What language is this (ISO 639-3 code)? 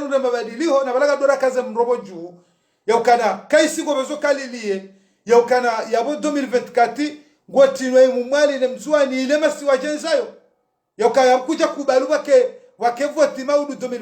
zdj